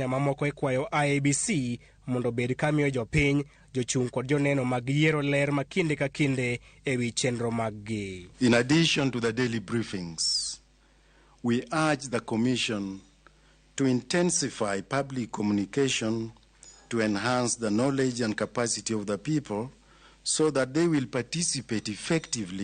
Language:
Luo (Kenya and Tanzania)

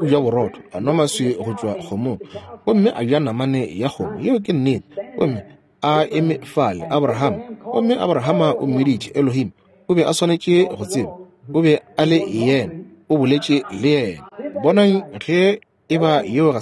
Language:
Northern Sotho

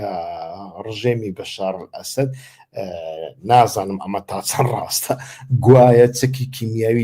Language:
Central Kurdish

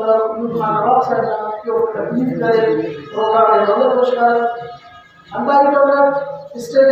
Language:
Brahui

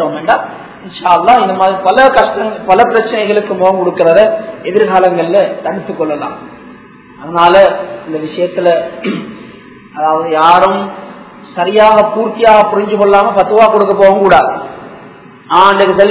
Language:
Tamil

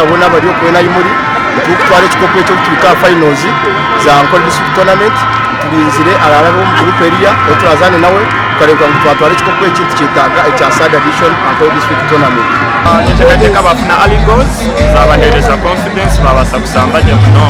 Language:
Nyankole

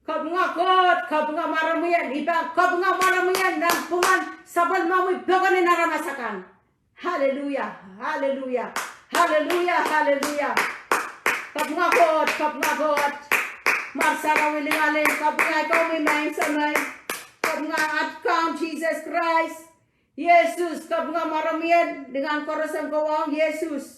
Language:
Pohnpeian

